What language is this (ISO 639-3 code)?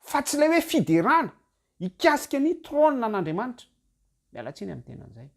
mlg